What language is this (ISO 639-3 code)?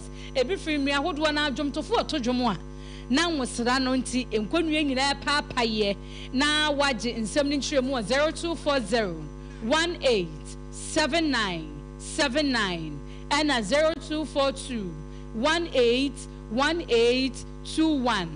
aka